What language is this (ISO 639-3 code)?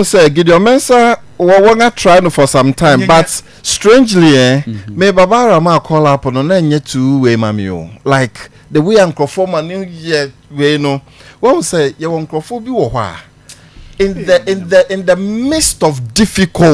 aka